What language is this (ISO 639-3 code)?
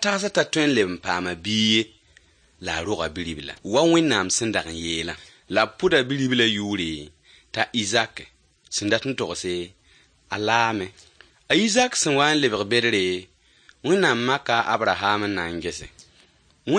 mos